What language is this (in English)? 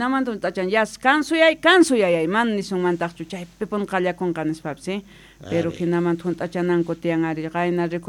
South Bolivian Quechua